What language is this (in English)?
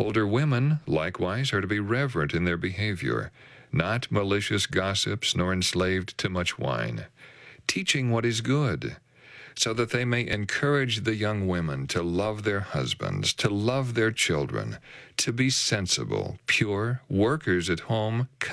English